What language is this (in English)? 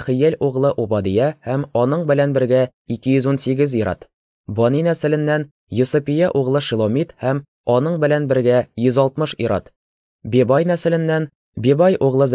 Tatar